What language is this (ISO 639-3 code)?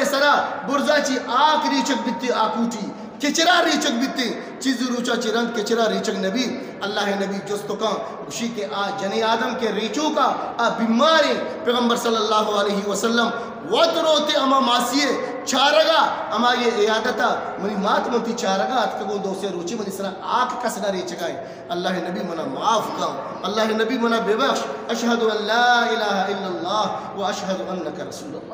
bgp